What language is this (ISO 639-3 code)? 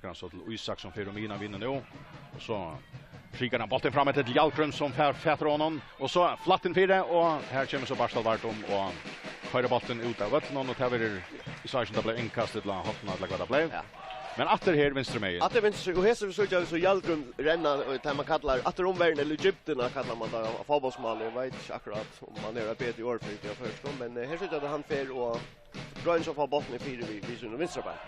fao